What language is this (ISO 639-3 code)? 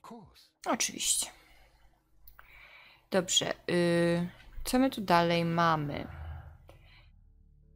pol